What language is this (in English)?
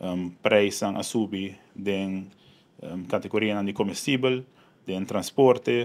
Papiamento